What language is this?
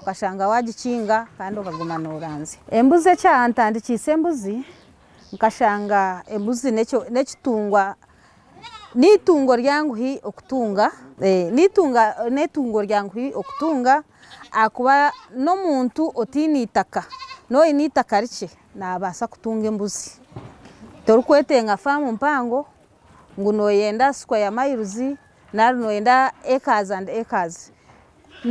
Nyankole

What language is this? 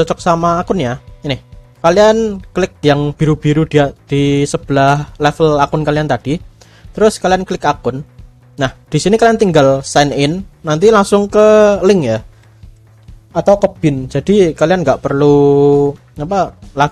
Indonesian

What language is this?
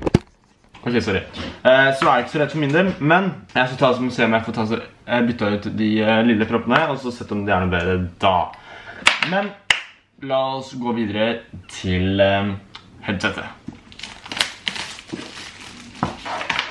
Norwegian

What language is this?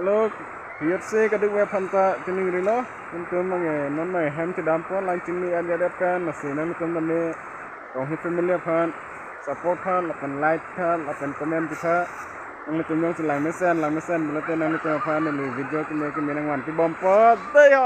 Karbi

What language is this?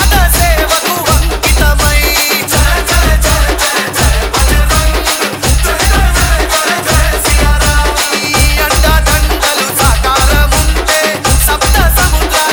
Telugu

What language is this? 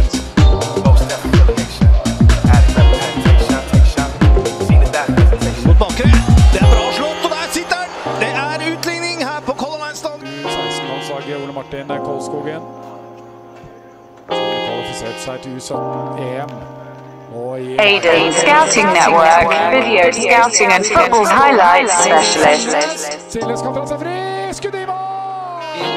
Norwegian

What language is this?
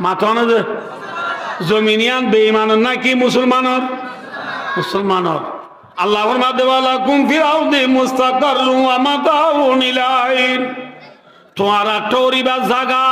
Rohingya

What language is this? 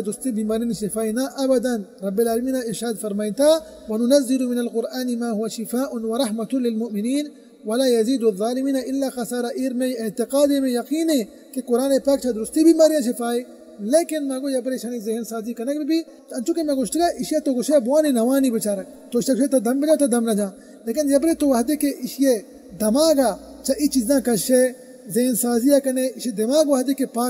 Baluchi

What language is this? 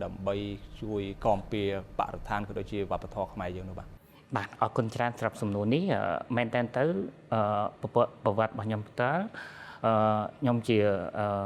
Khmer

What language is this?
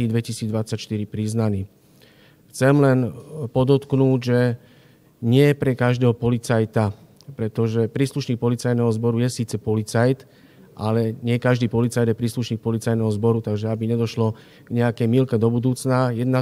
Slovak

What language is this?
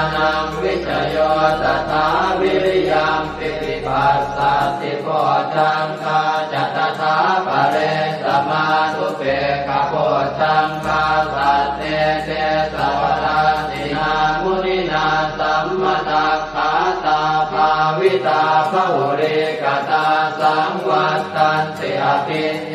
Pali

